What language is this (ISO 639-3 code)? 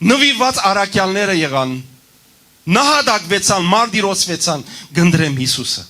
hyw